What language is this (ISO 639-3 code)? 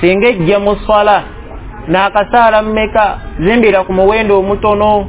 lug